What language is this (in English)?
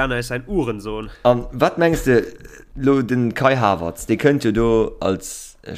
Luxembourgish